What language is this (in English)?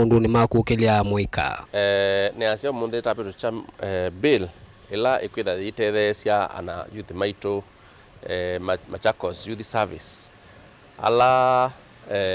Kamba